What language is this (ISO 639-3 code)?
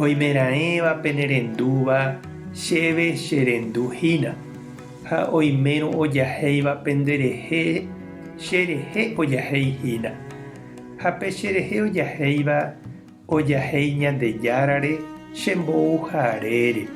grn